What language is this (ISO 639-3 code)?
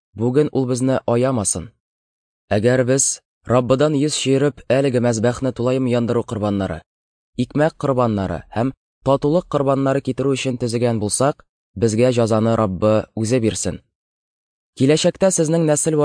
tat